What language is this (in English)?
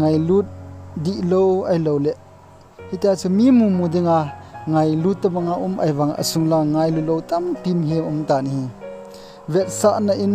Thado Chin